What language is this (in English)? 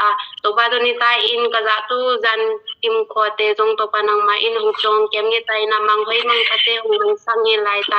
Tedim Chin